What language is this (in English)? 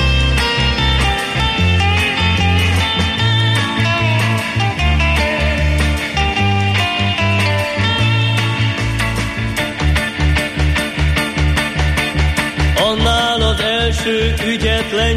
Hungarian